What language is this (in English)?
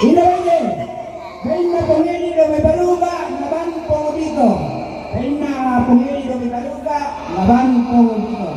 Toraja-Sa'dan